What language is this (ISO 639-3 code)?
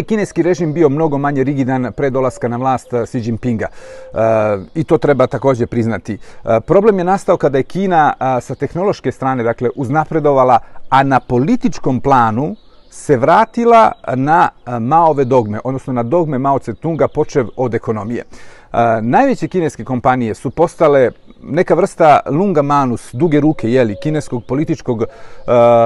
srp